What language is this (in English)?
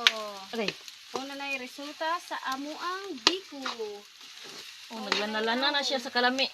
Cebuano